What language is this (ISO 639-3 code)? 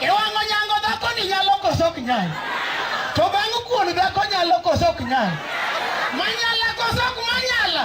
luo